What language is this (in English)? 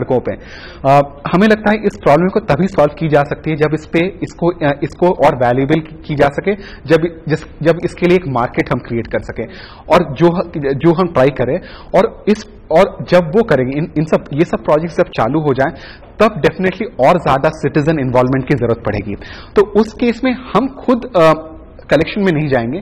Hindi